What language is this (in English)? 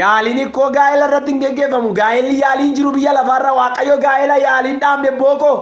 Oromo